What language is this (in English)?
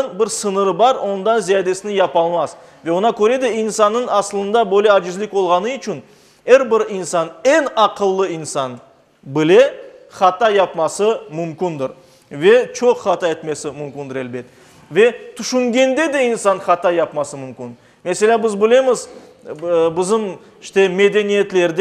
Crimean Tatar